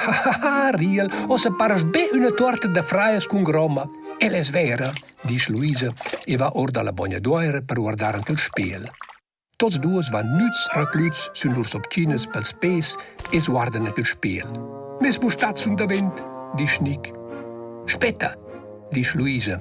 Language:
Romansh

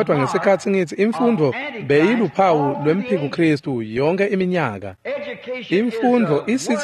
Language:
Swati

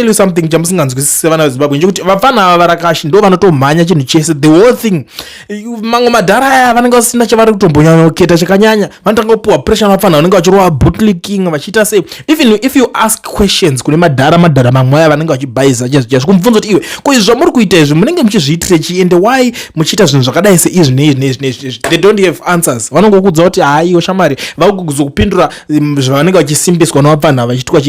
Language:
Shona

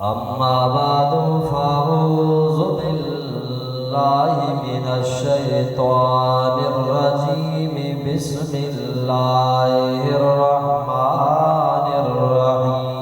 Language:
Baluchi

